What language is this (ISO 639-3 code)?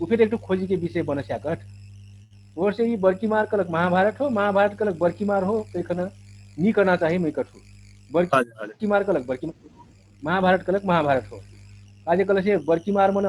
thl